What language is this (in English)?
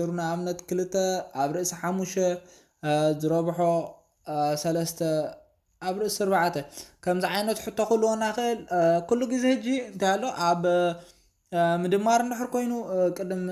Tigrinya